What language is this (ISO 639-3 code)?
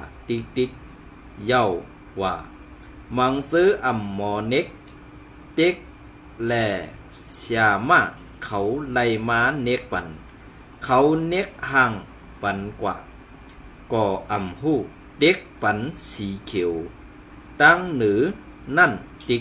shn